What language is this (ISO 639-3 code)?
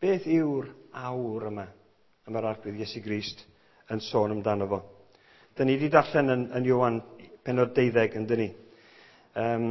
cym